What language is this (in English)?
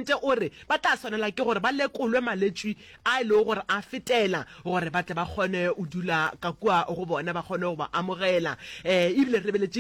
Northern Sotho